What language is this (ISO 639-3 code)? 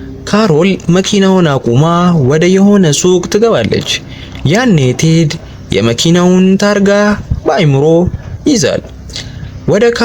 amh